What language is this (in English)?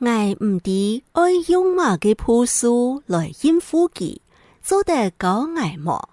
Hakka Chinese